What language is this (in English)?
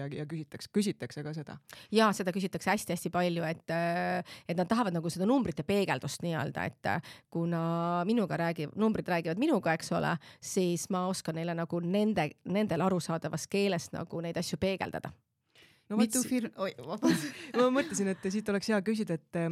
Estonian